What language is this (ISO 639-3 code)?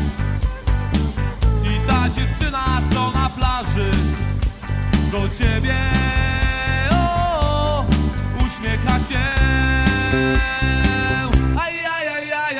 pol